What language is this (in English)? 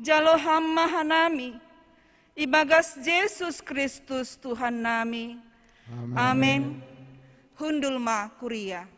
Batak Simalungun